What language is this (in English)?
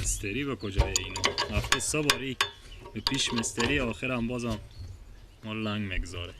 Persian